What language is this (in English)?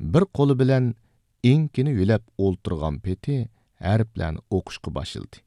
Uyghur